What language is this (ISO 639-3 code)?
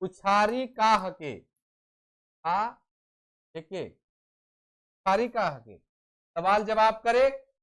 sck